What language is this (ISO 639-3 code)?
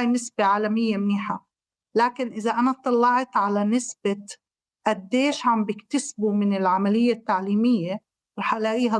apc